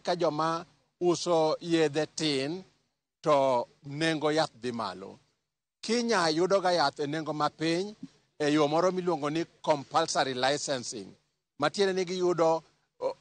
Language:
Luo (Kenya and Tanzania)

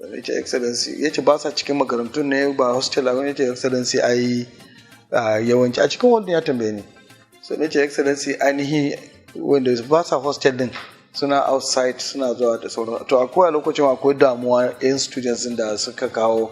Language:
Hausa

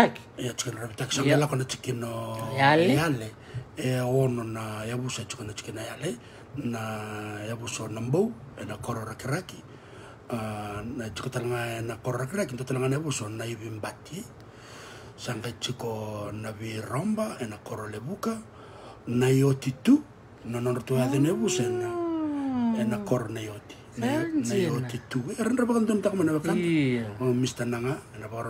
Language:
Fijian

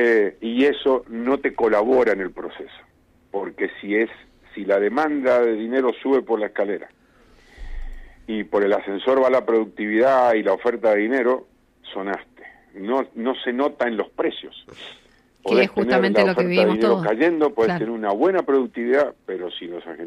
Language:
Spanish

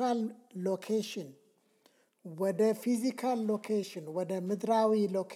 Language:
Amharic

